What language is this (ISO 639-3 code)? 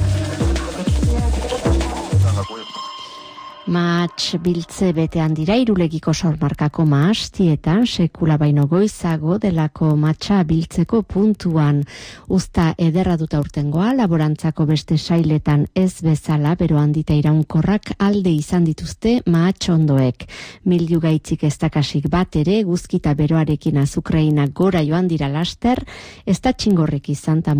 eus